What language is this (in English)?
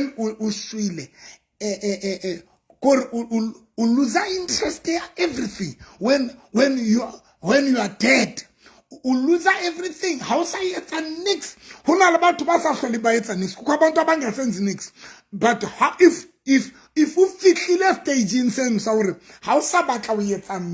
Southern Sotho